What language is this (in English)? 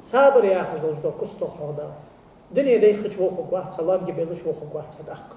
Ingush